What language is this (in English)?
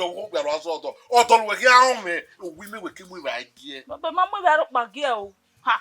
Bini